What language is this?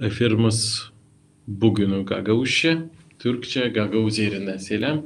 Gagauz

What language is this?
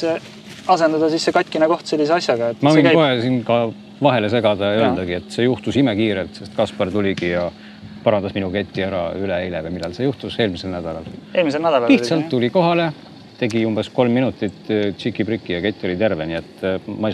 Estonian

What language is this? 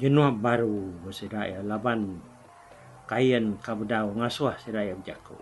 Iban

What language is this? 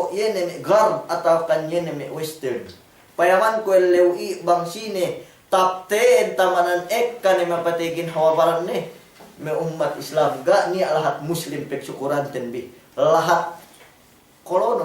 Yakan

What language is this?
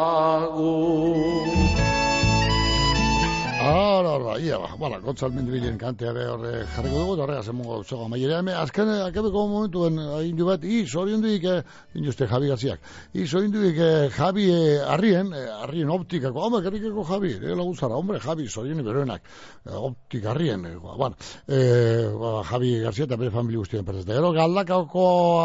Basque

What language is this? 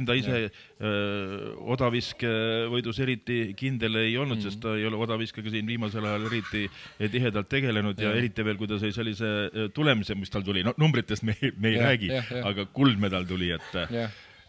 Estonian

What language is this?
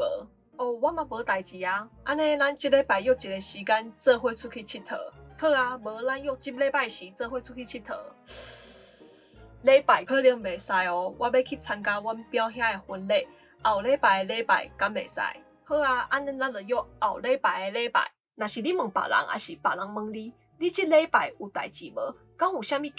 Min Nan Chinese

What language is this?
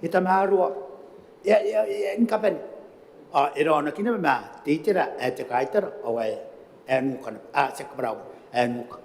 Gilbertese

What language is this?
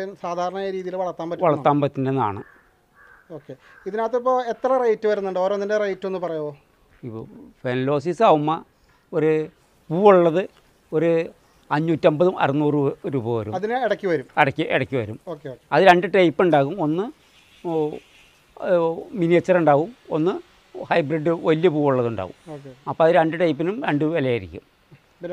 Malayalam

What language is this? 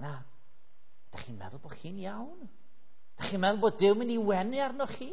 Welsh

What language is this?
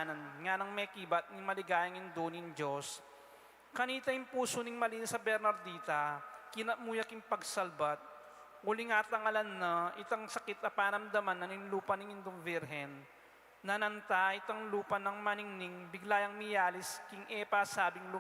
Pampanga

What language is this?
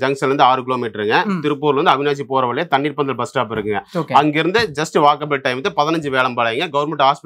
Tamil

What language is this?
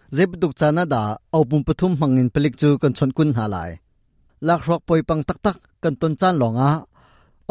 Hakha Chin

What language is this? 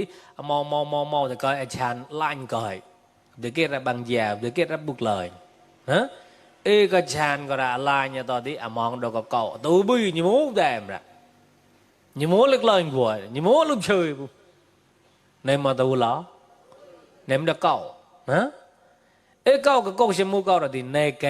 Mon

